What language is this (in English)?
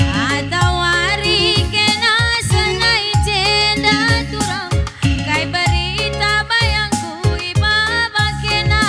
Batak Karo